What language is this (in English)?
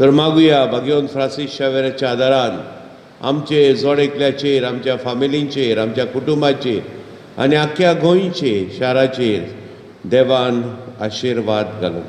Konkani